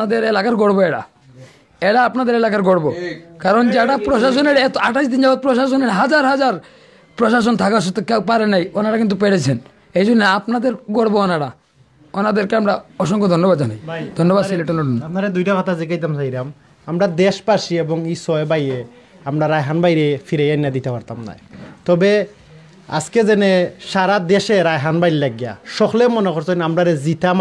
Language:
Sylheti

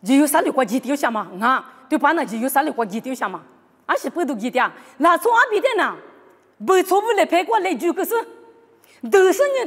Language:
Lisu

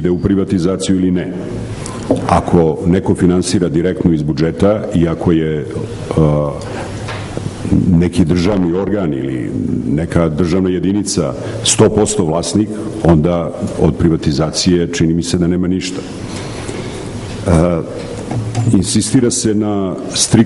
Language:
Serbian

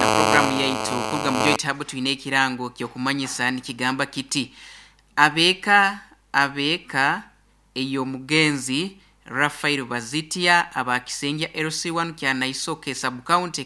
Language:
Nyankole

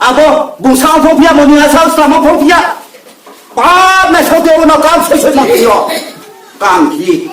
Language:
Riang (India)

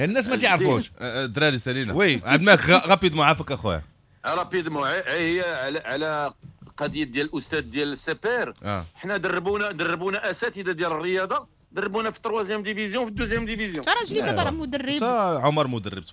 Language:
Moroccan Arabic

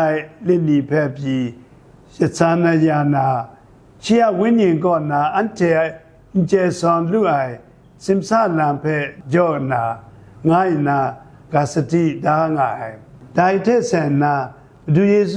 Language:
Kachin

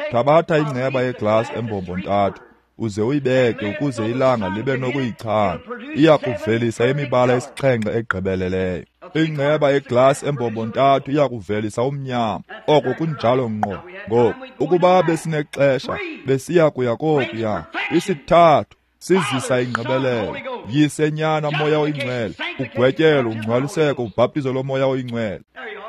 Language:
Xhosa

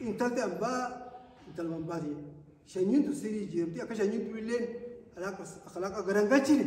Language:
Oromo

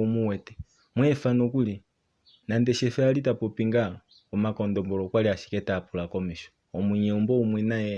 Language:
Kuanyama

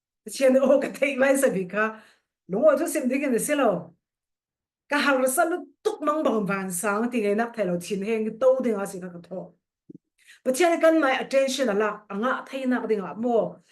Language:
Falam Chin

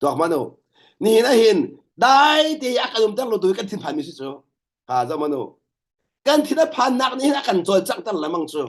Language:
Hakha Chin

